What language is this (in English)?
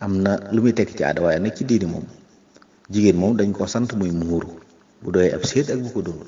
Wolof